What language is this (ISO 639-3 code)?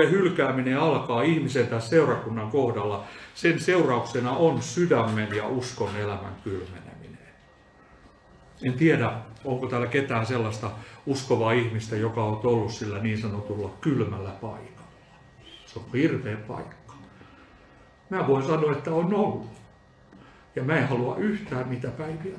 fin